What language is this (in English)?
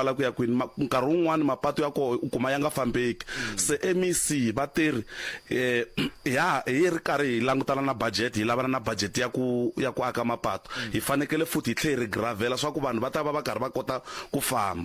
Tsonga